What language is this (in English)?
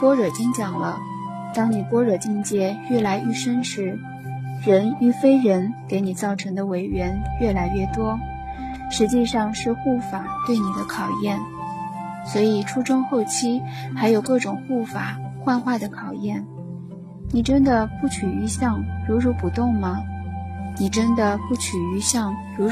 Chinese